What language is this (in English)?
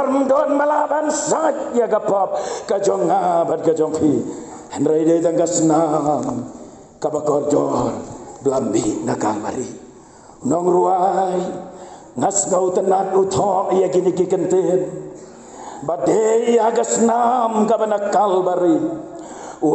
Khasi